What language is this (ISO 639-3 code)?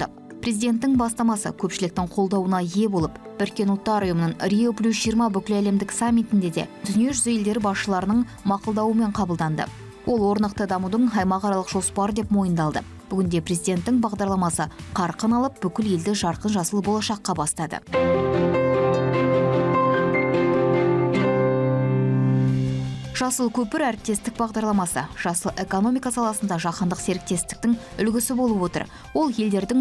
kaz